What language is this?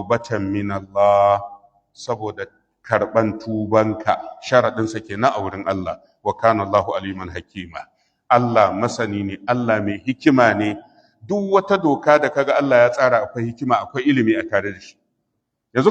Hausa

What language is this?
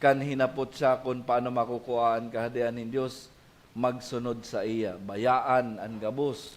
Bikol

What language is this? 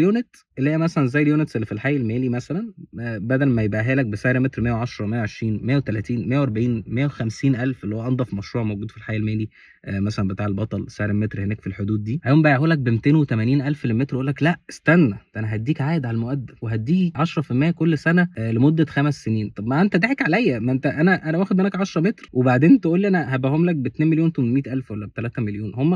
Egyptian Arabic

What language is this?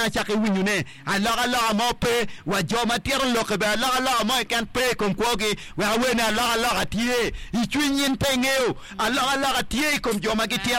Acoli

